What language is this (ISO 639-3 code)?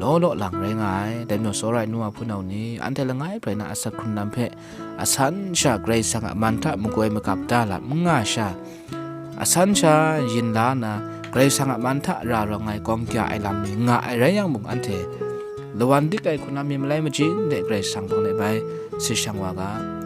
kac